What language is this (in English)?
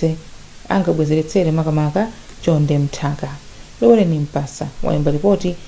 Nyanja